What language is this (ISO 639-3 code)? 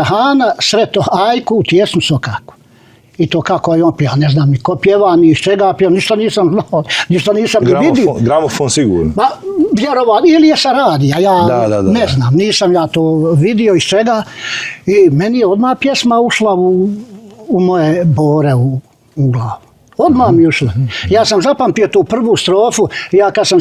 bos